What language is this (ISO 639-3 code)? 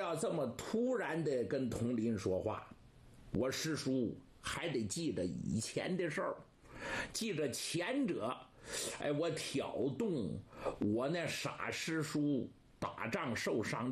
zho